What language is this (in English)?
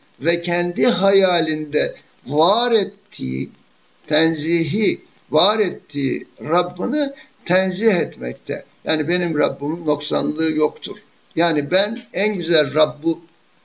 Turkish